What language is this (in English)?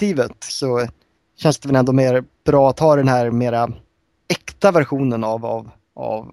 Swedish